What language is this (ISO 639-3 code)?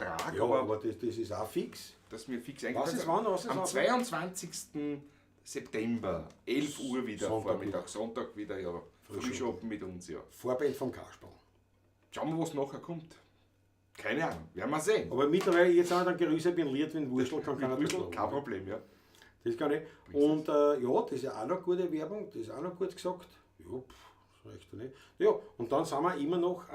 bar